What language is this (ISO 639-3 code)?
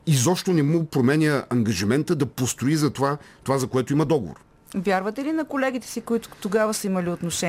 bul